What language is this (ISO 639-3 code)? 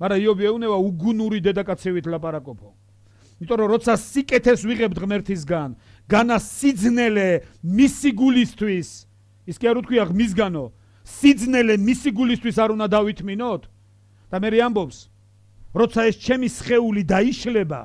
kat